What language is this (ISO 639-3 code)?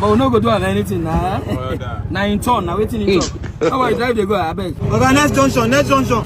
pcm